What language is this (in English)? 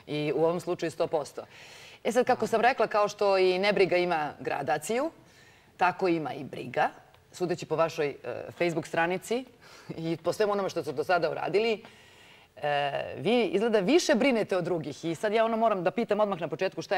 Serbian